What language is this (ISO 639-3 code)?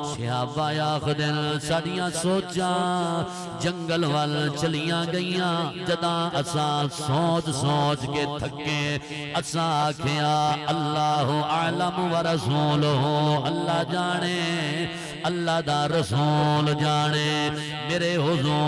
skr